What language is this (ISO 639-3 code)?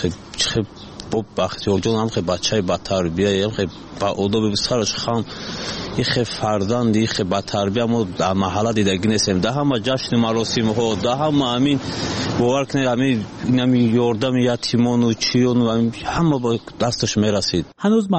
fas